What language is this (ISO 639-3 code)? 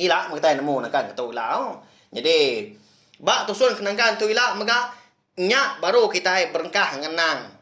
iba